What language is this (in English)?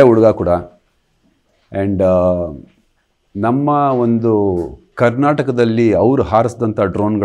Kannada